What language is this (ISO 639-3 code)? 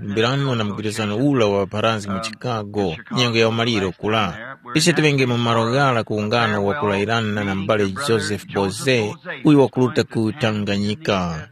tum